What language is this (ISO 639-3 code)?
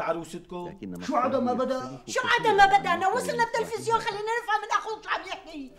apc